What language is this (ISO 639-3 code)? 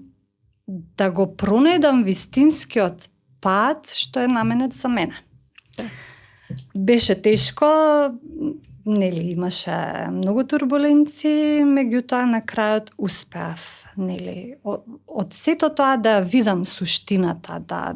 mkd